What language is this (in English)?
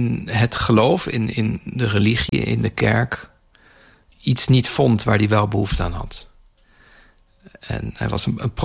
Dutch